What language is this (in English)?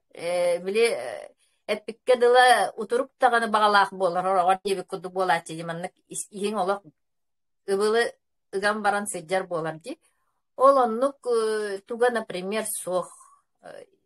Yakut